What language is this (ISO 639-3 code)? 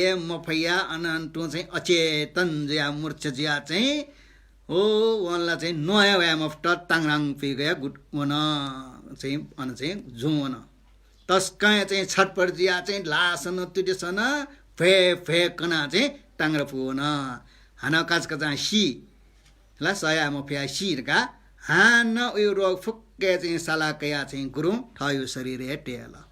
new